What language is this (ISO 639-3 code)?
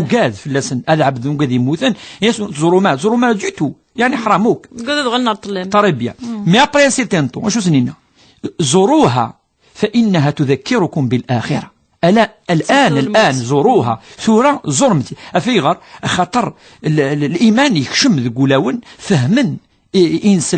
kab